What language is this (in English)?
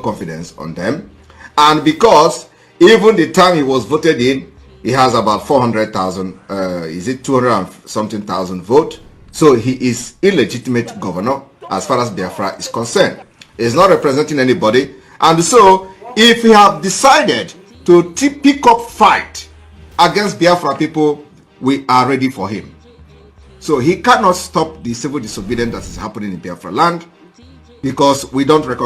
Nigerian Pidgin